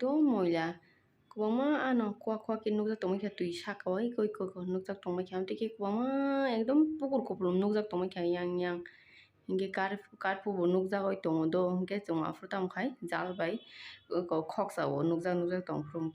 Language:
Kok Borok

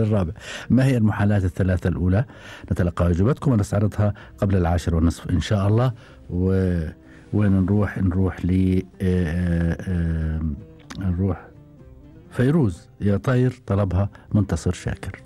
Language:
Gulf Arabic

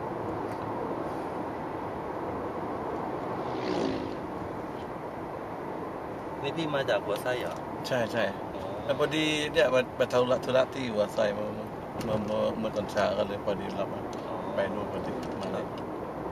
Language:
Thai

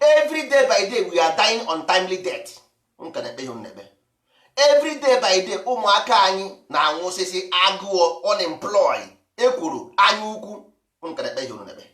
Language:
Igbo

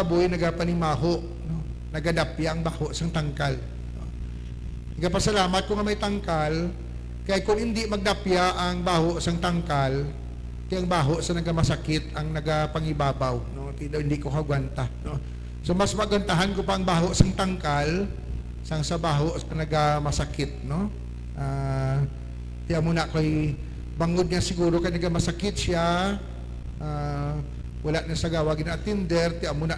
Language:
Hiligaynon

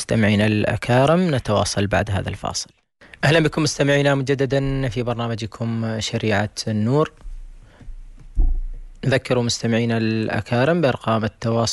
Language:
Arabic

